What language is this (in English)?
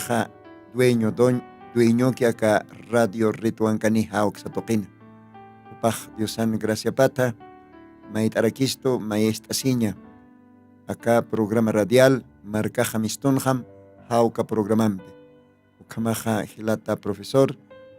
Aymara